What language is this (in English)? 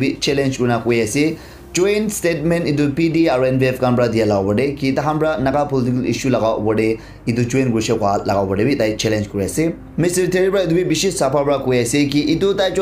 Naga Pidgin